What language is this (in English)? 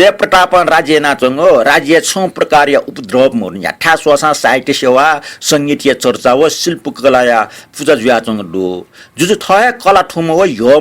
Newari